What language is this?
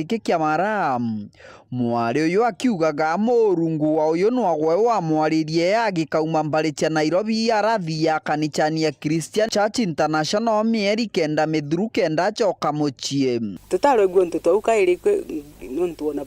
Meru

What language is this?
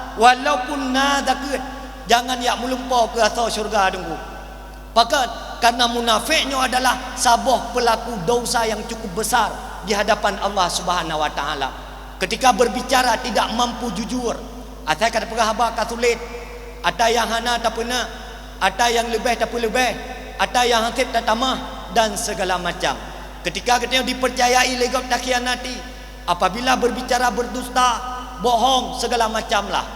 Achinese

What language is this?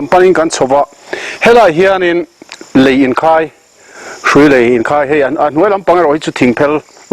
Mizo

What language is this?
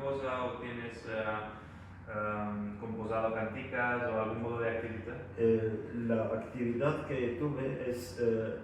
Ladino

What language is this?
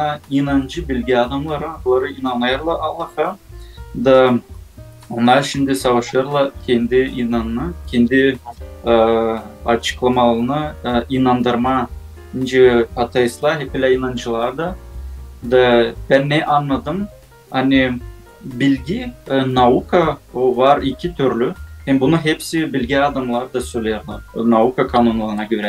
Gagauz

